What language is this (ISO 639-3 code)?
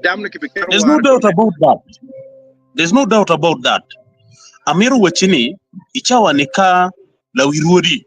ach